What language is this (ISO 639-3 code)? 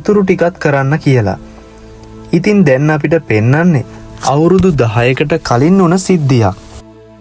sin